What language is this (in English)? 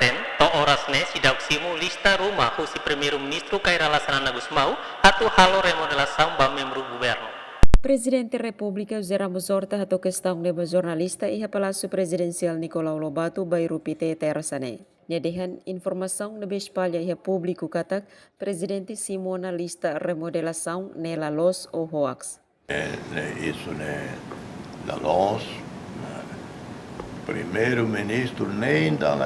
Tetum